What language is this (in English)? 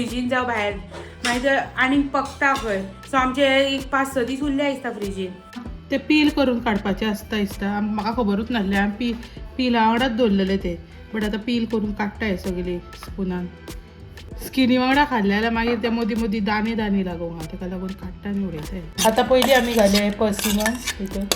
Konkani